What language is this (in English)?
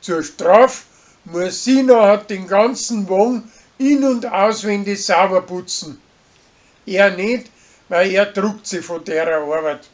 Bavarian